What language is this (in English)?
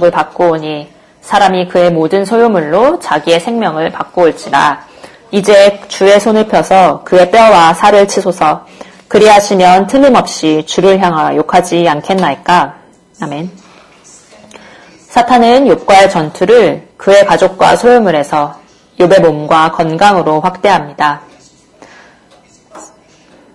Korean